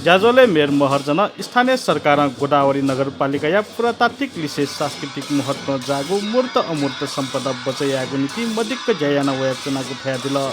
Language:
Newari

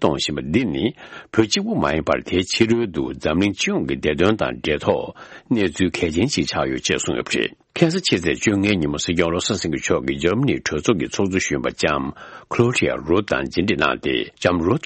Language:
Tibetan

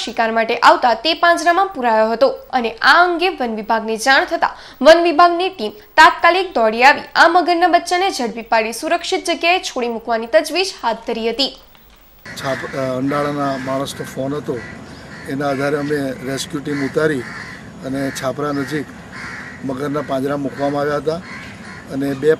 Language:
Gujarati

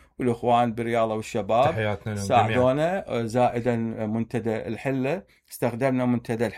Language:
Mesopotamian Arabic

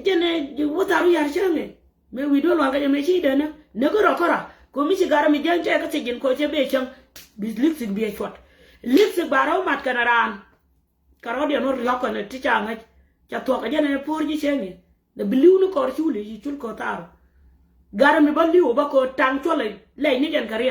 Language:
Nuer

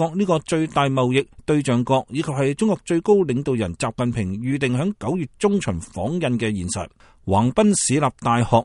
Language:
Cantonese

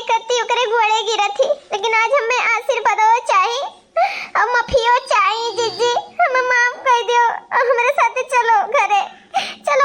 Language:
Awadhi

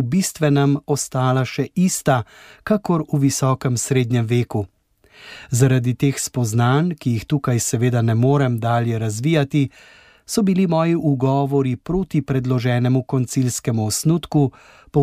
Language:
Slovenian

